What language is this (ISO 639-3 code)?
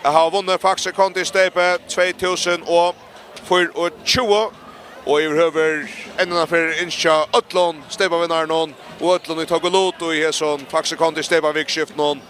fao